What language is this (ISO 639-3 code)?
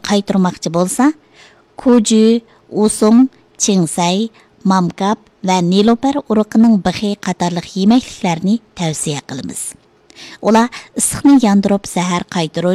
uig